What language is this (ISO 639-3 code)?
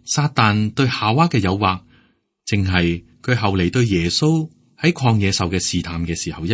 yue